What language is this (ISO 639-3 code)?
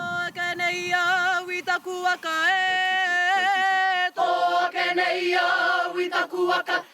mri